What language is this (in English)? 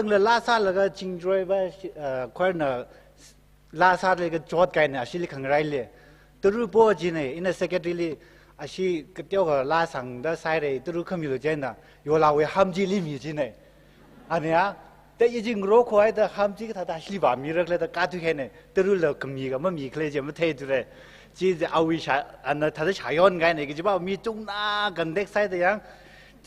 Tangkhul Naga (India)